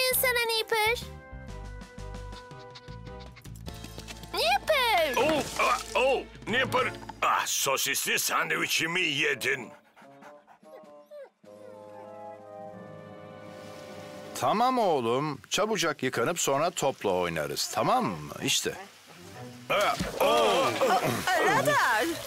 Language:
Turkish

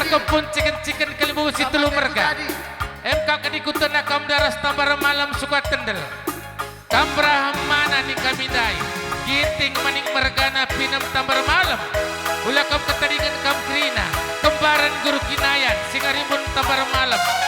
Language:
Batak Karo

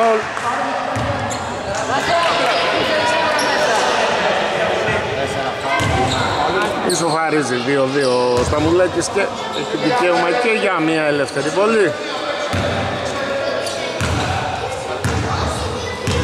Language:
Greek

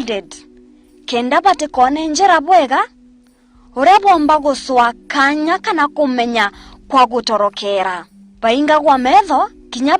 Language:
Meru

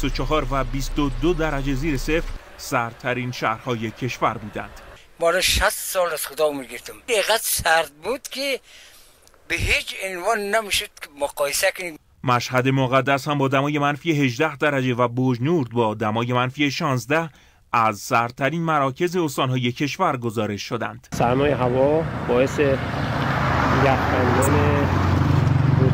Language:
Persian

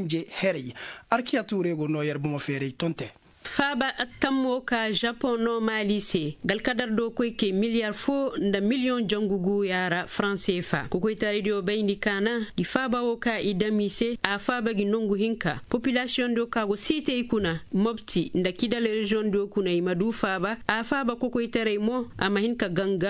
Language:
Koyraboro Senni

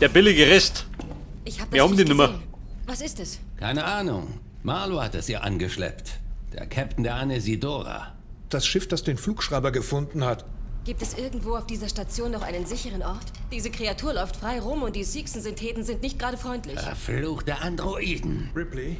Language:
Bavarian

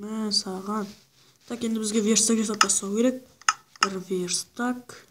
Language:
Kara-Kalpak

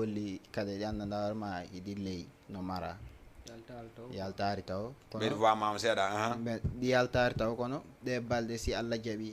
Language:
Fula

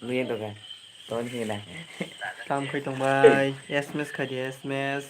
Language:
Kok Borok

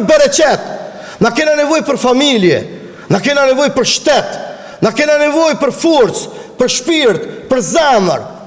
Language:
Albanian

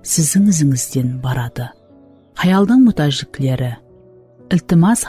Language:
Kara-Kalpak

